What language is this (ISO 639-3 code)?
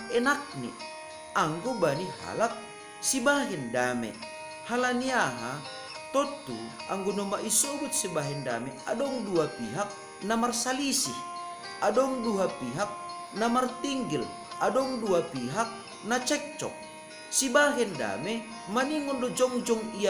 bts